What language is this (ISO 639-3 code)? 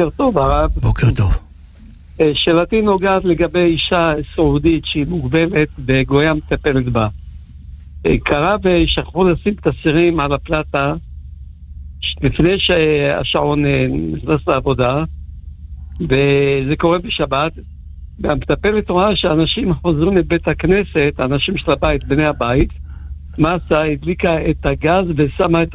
heb